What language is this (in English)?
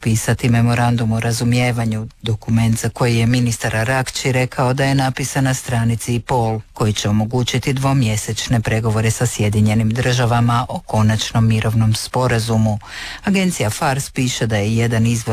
Croatian